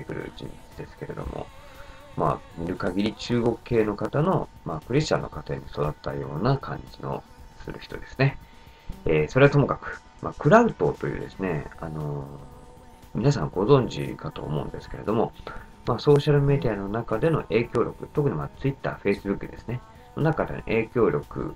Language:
Japanese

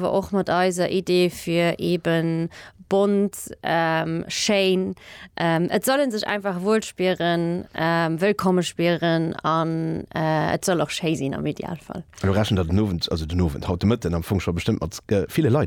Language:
Luxembourgish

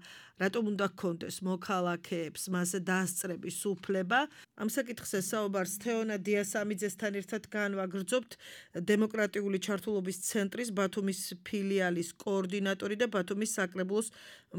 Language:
Georgian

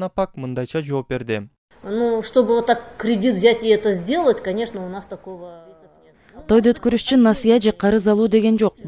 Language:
Kyrgyz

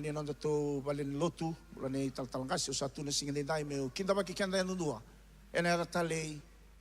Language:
Fijian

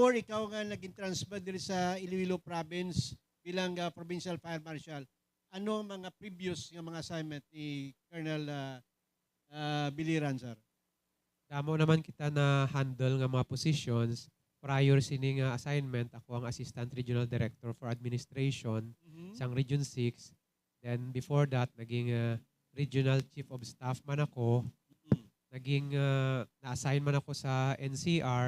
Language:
Hiligaynon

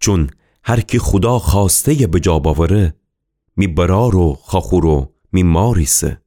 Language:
Gilaki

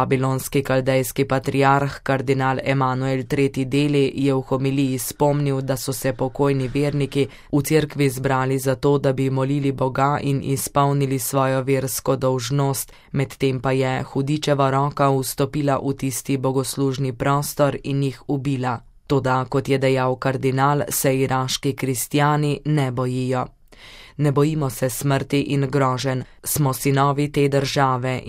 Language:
Slovenian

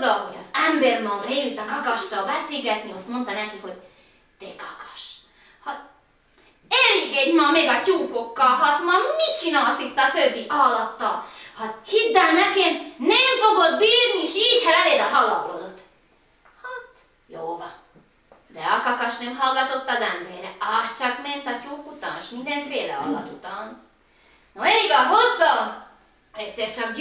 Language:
Hungarian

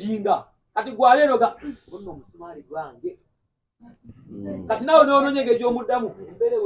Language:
Ganda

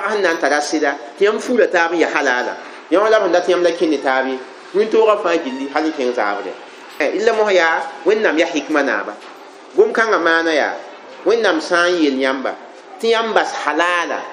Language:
Mossi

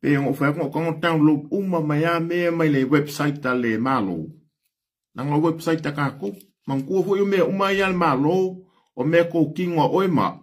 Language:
Samoan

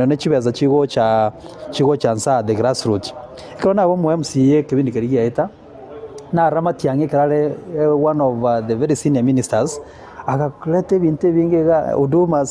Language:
Gusii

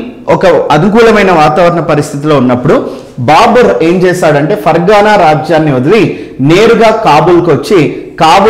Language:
Telugu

